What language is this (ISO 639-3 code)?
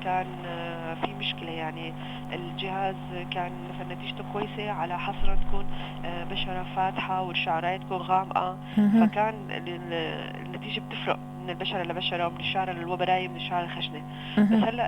apc